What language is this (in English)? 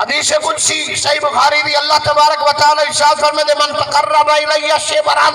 Saraiki